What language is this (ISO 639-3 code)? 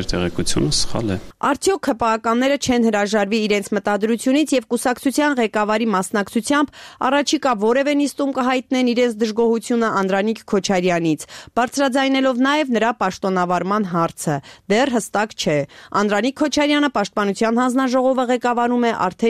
hye